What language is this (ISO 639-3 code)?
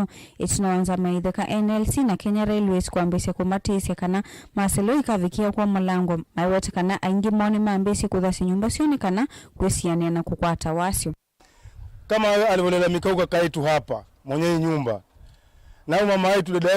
kam